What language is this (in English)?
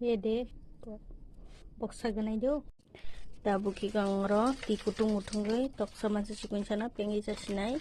Kok Borok